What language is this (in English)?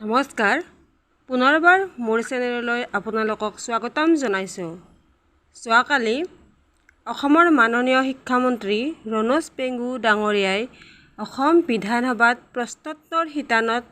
Assamese